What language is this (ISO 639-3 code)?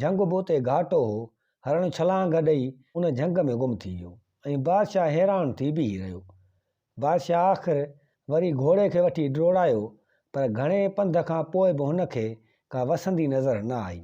snd